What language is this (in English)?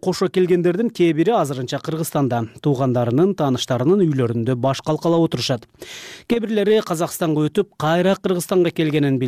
Kyrgyz